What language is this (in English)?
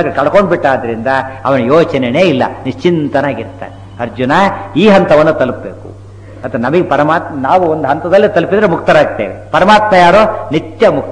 Kannada